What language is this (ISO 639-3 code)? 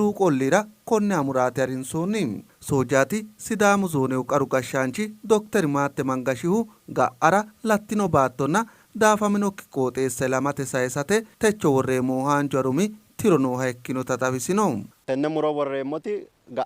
sid